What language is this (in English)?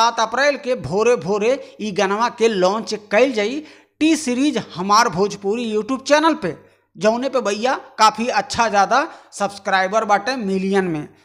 Bhojpuri